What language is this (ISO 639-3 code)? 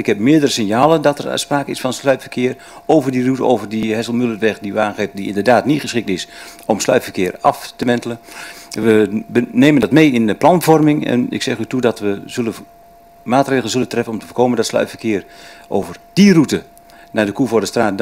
nld